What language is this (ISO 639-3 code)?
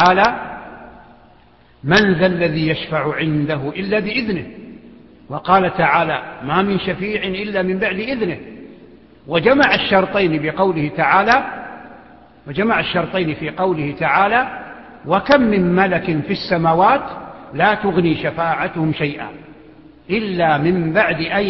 ara